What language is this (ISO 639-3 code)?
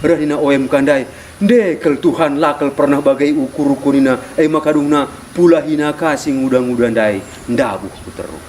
btx